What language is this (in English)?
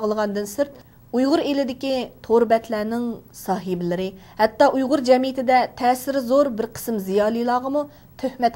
Uyghur